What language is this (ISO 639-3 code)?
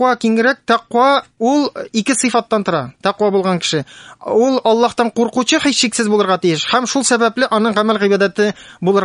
tat